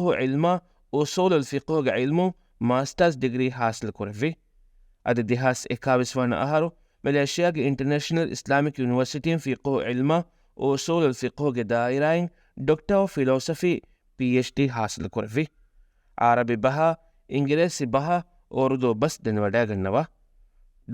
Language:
Divehi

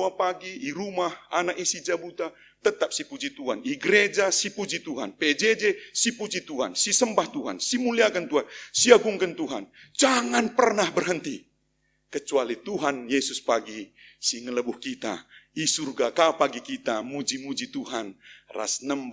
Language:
Batak Karo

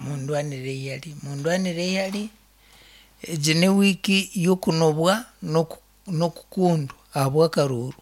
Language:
Nyankole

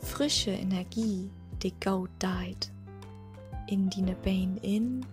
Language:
Low German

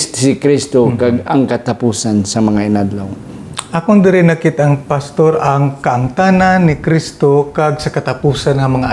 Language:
Hiligaynon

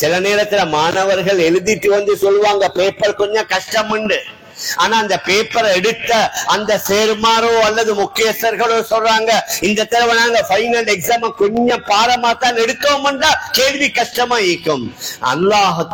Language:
Tamil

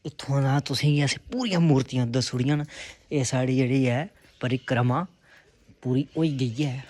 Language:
Dogri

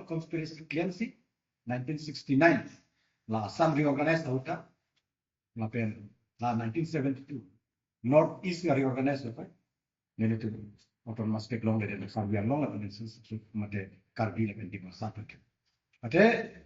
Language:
Karbi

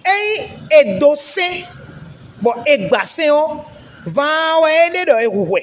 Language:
Fon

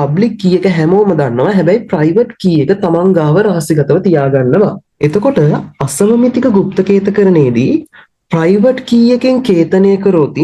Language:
Sinhala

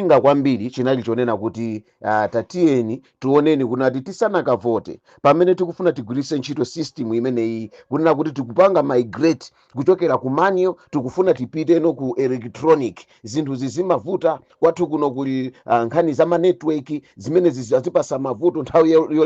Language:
Nyanja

